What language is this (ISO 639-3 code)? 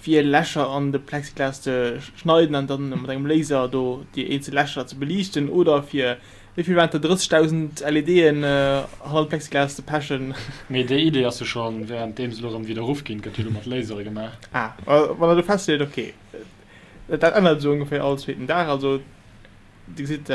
ltz